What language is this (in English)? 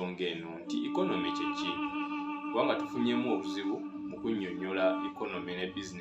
Ganda